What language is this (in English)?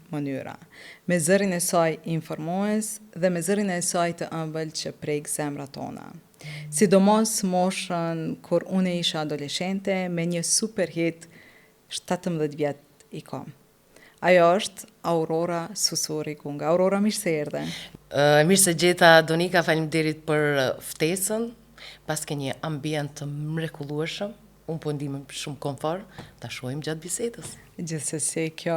Albanian